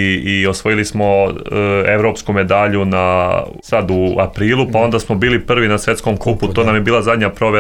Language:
Serbian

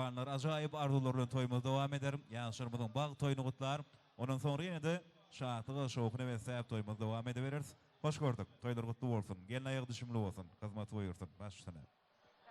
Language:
Turkmen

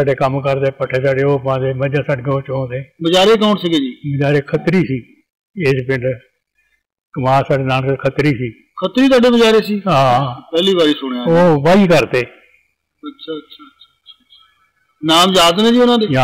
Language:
Punjabi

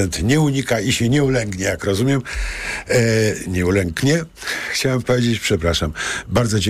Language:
Polish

